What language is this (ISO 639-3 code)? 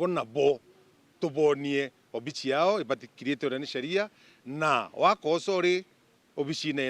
mer